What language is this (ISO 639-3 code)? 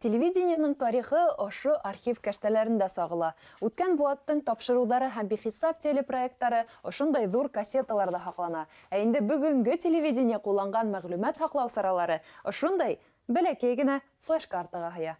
bak